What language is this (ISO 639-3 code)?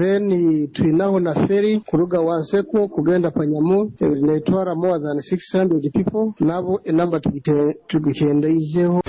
nyn